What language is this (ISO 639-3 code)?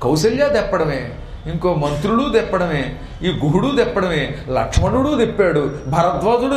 tel